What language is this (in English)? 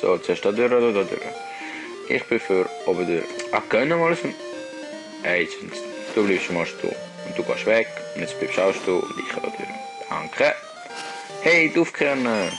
Swiss German